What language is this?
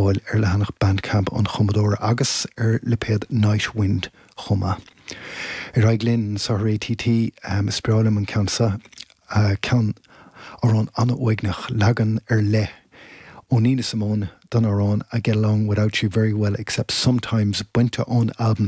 Irish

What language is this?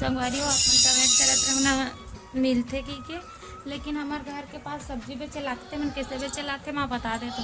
Chhattisgarhi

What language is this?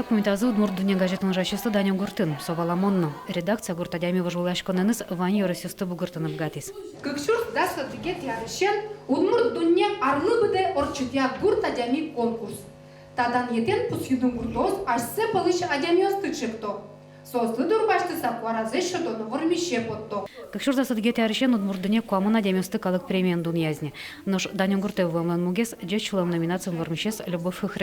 Udmurt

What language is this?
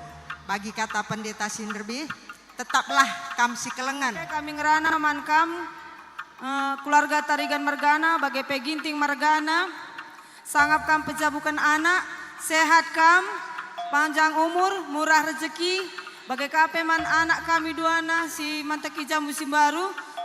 Batak Karo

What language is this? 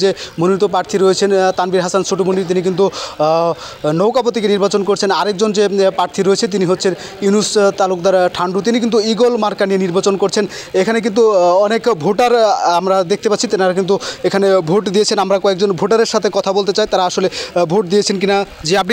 Bangla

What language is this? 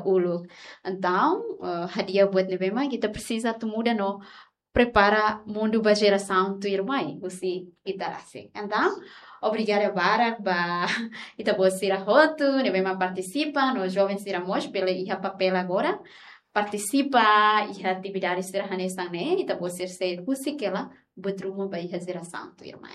Tetum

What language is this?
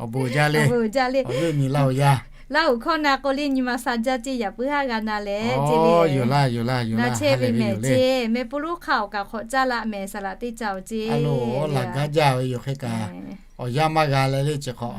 Lahu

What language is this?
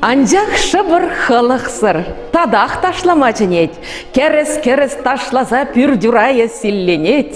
Chuvash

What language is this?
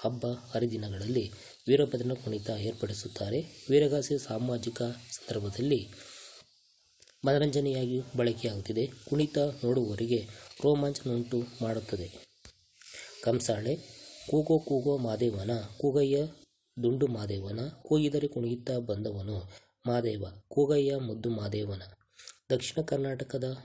Kannada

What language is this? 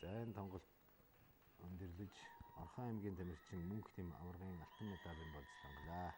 Mongolian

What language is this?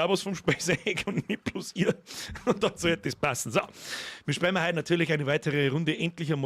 Bavarian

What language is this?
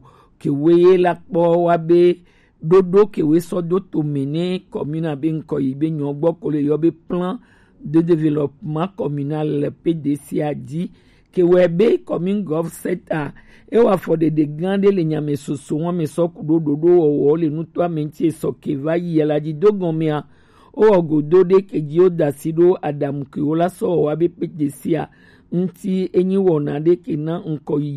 Gen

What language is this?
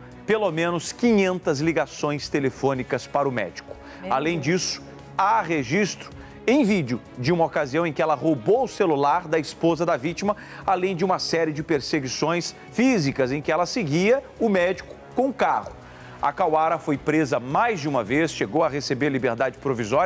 Portuguese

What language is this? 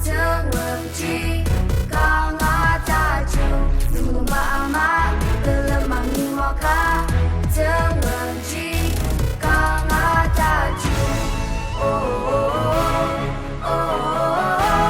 Ao Naga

